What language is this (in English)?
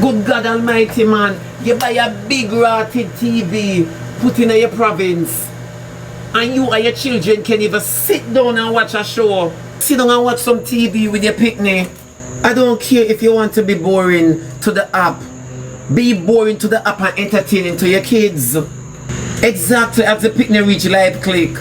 Jamaican Creole English